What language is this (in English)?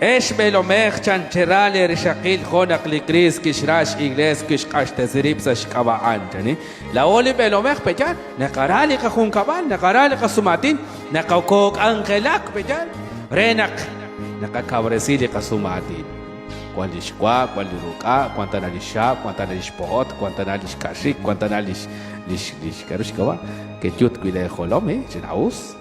Kekchí